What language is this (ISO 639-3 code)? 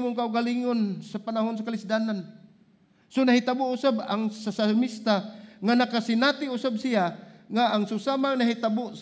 ceb